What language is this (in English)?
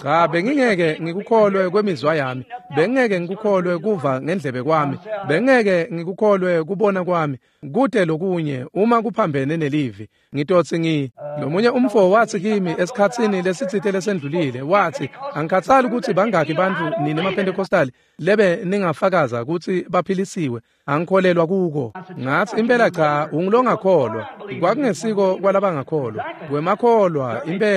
Swati